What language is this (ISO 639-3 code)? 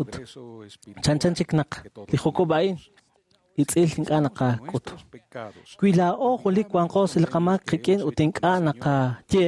kek